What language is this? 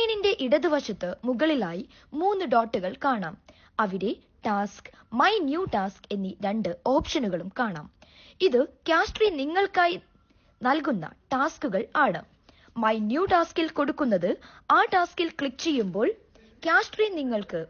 Malayalam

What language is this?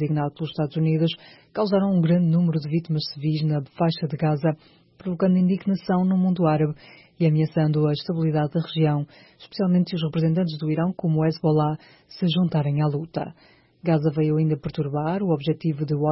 Portuguese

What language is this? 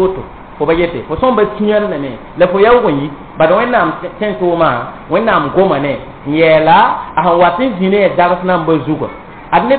Mossi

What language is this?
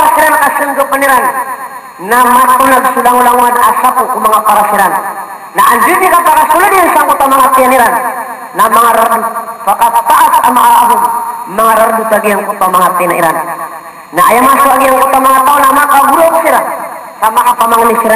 Maranao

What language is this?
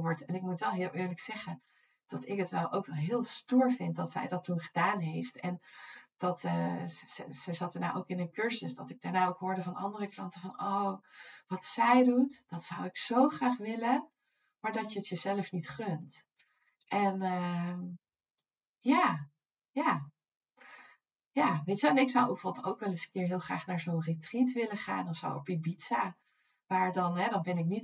Dutch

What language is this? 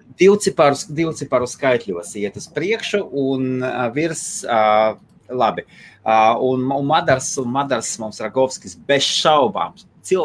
Latvian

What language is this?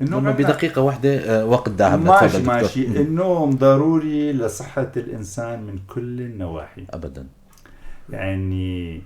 North Levantine Arabic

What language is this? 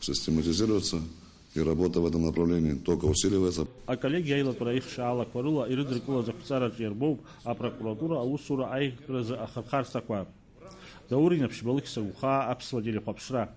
Abkhazian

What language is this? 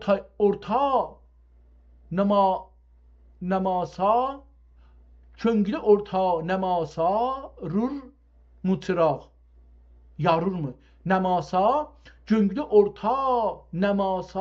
South Azerbaijani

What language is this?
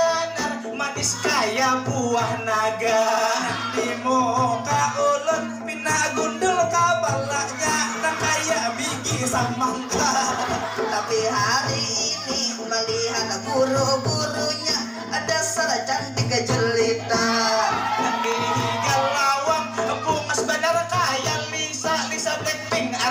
Banjar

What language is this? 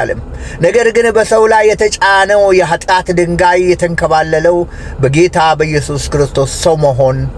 Amharic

